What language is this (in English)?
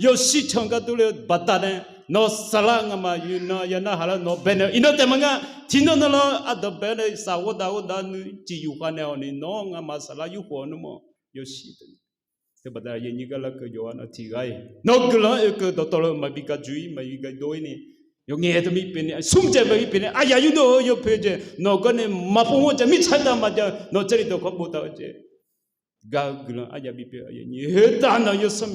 Akha